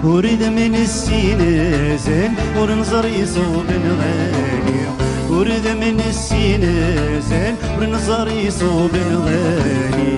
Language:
Kabyle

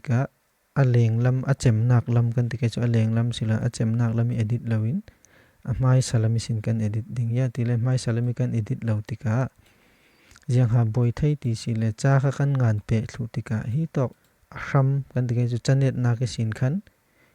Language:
Falam Chin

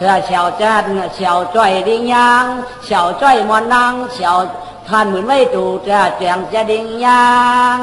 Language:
Shan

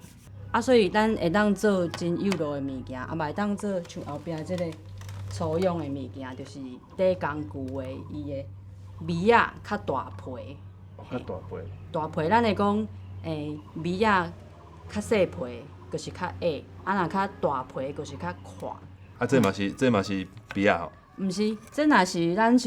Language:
Min Nan Chinese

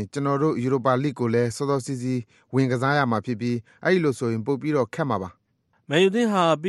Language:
Burmese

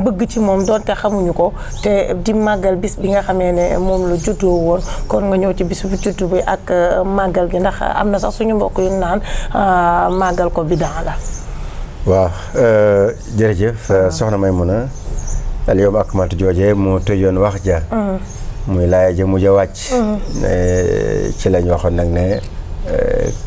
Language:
Wolof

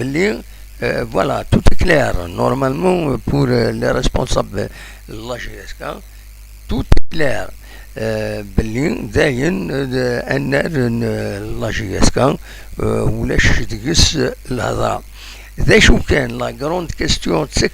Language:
Kabyle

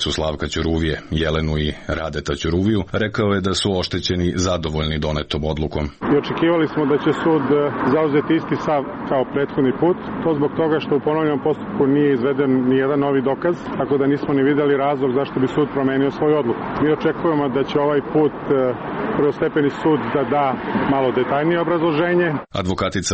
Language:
Serbian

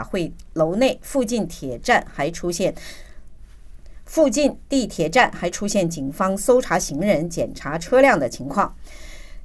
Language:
Chinese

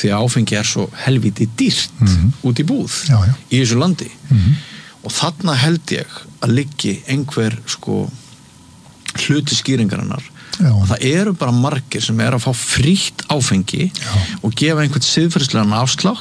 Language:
Icelandic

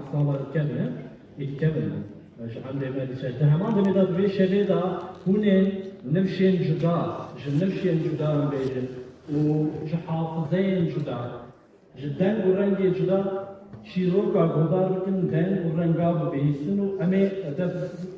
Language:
Kurdish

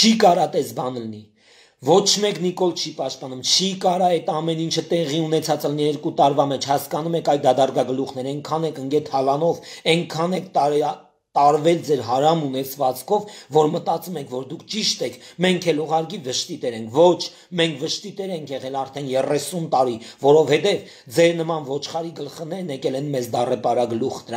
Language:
Armenian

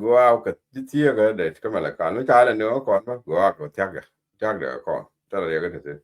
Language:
Nuer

